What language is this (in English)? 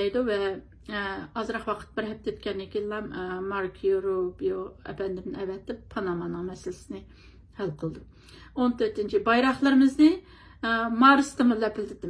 Uyghur